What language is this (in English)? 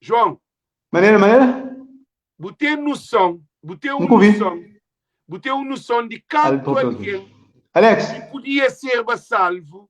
Kabuverdianu